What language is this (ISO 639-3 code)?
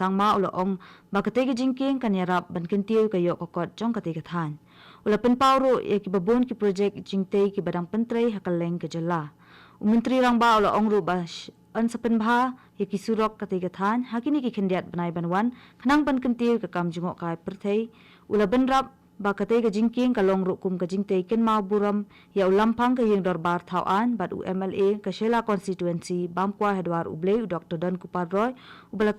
kha